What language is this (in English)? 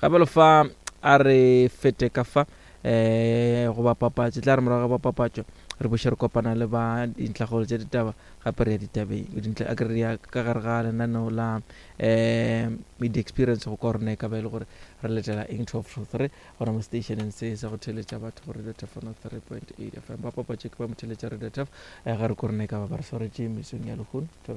Northern Sotho